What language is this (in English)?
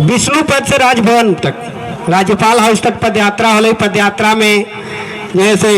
Magahi